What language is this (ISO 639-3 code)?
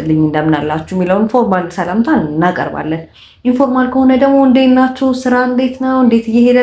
amh